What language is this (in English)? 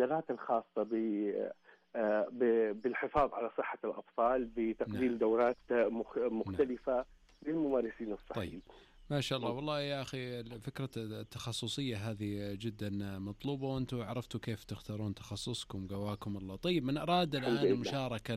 Najdi Arabic